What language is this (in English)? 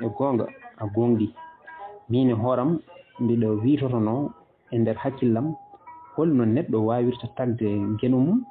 Fula